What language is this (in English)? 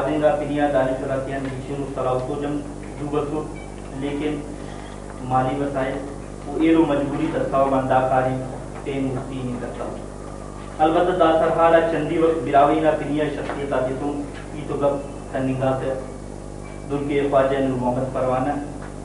Brahui